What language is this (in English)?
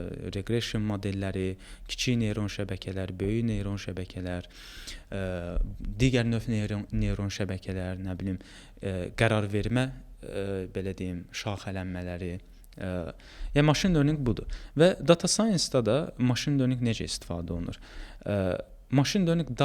Azerbaijani